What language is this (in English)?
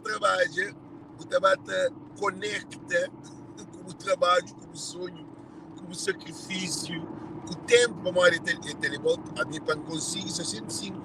Kabuverdianu